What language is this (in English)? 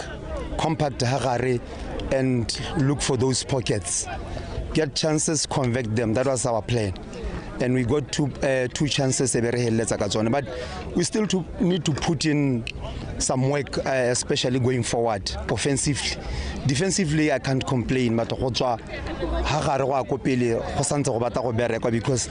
Tswana